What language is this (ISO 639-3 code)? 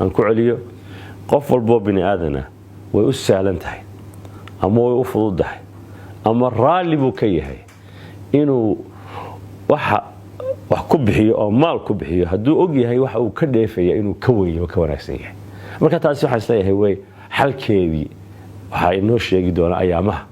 som